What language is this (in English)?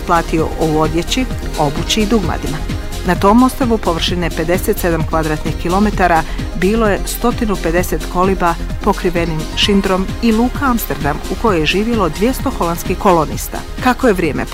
Bosnian